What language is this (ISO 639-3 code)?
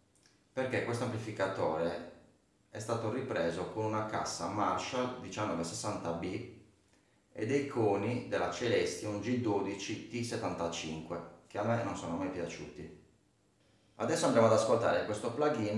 ita